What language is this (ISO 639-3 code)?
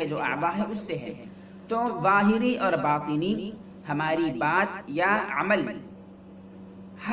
urd